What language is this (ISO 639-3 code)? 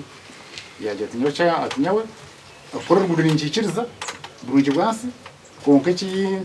nyn